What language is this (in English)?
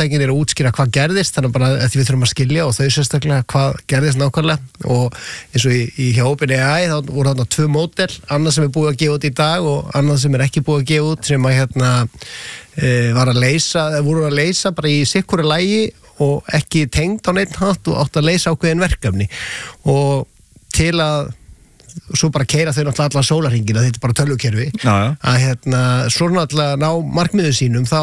Icelandic